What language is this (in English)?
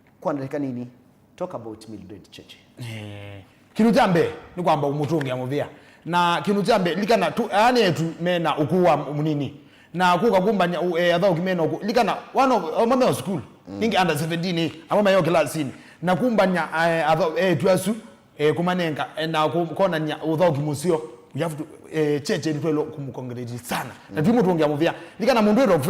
Kamba